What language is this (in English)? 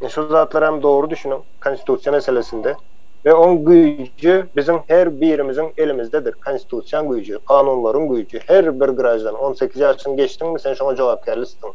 Turkmen